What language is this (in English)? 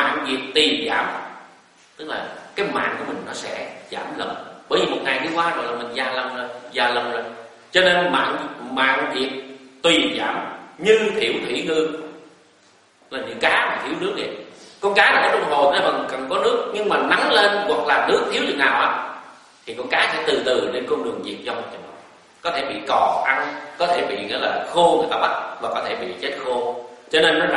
Vietnamese